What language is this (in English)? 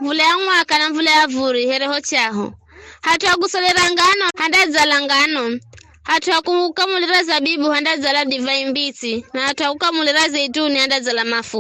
Giryama